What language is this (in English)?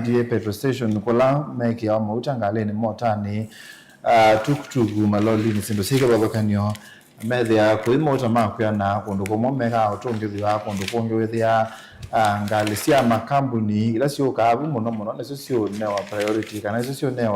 Kamba